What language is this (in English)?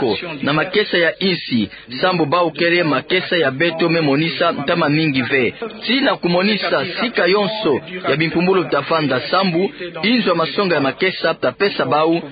Kituba (Democratic Republic of Congo)